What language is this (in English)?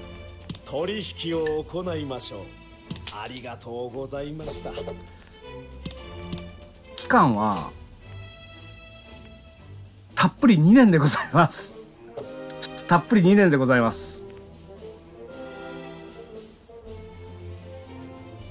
Japanese